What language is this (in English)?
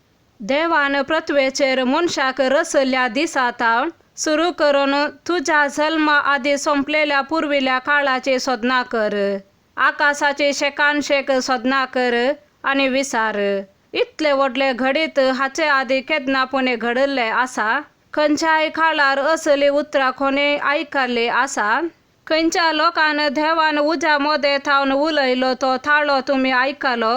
Konkani